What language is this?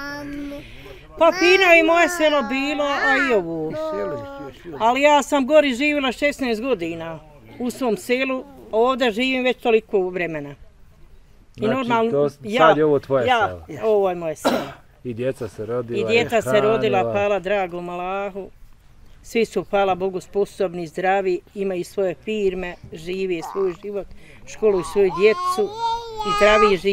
Bosnian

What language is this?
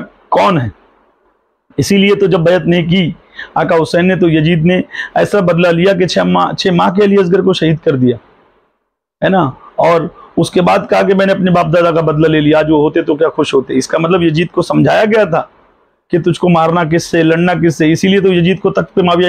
Hindi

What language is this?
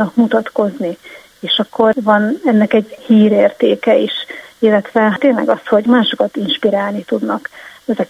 Hungarian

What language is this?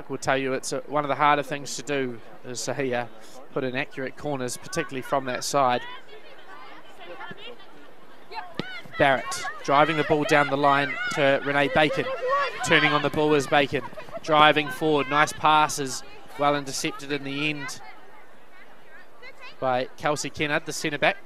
English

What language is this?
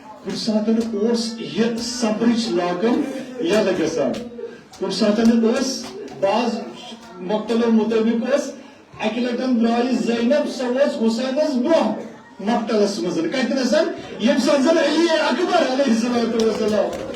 Kashmiri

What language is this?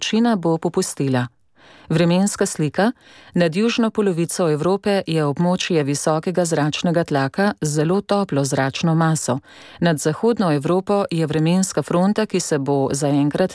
Slovenian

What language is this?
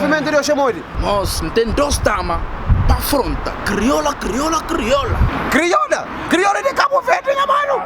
Kabuverdianu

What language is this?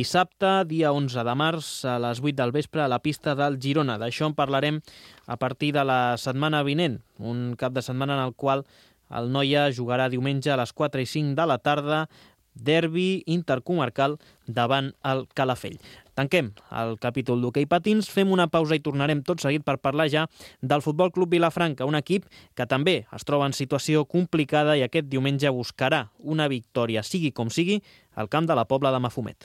Catalan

